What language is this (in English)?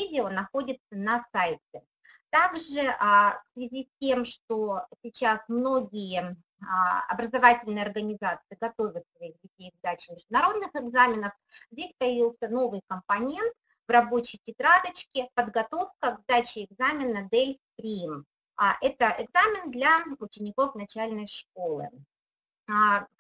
Russian